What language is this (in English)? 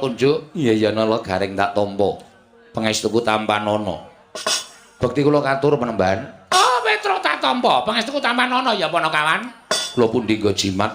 Javanese